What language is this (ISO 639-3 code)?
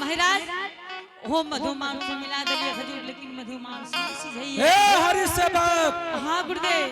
anp